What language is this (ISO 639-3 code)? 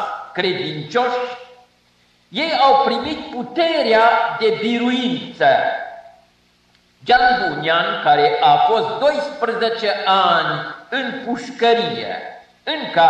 ron